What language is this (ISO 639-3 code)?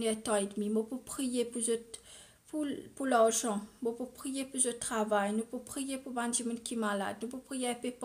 mfe